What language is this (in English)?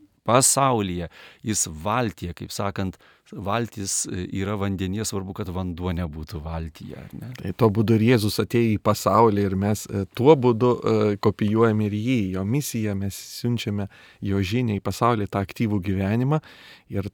Lithuanian